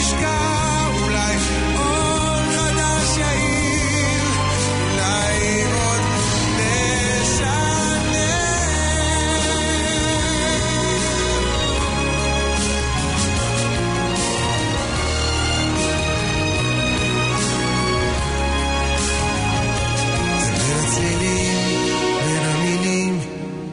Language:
Hebrew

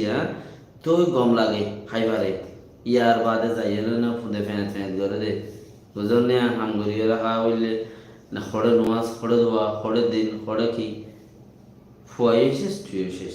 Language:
Rohingya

